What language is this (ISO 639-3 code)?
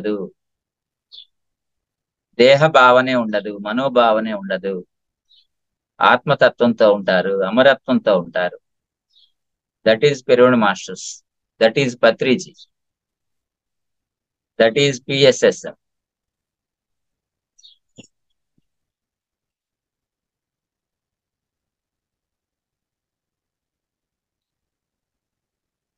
tel